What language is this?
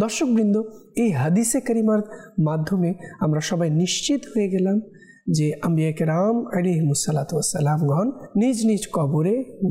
Bangla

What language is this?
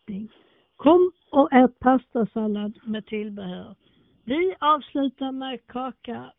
Swedish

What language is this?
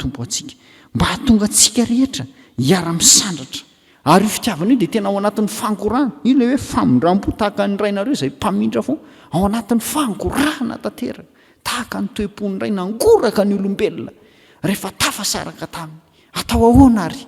Malagasy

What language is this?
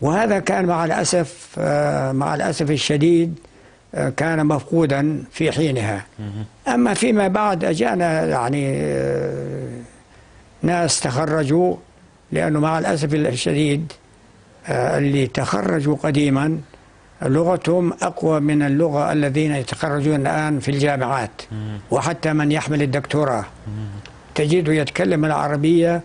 North Levantine Arabic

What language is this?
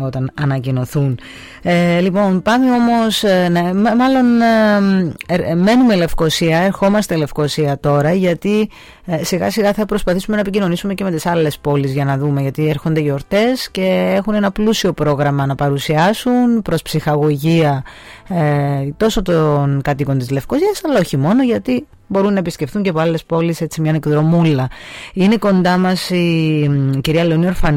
Greek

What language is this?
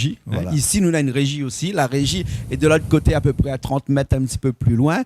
Réunion Creole French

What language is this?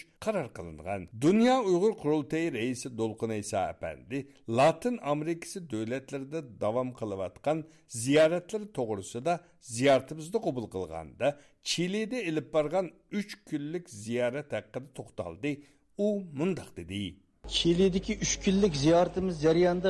Uyghur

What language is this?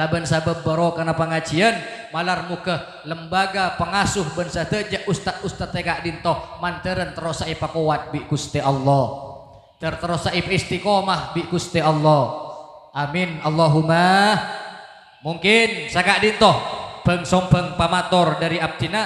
Madurese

